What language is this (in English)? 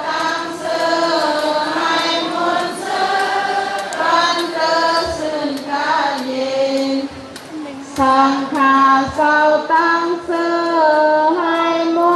Shan